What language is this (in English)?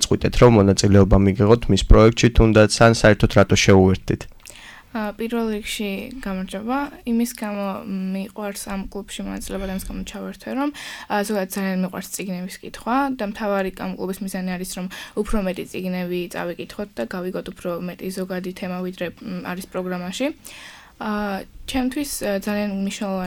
Georgian